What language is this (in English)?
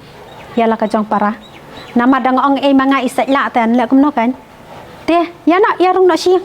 Khasi